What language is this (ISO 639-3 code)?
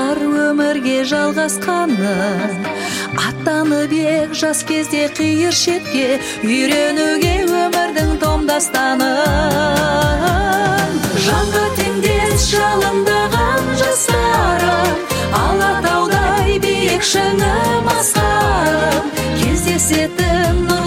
kaz